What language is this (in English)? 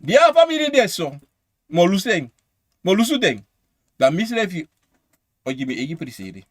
Sranan Tongo